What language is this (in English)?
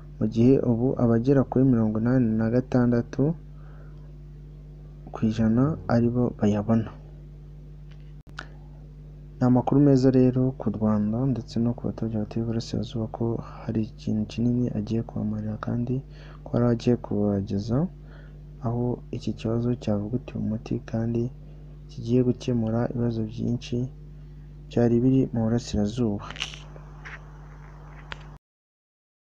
Kinyarwanda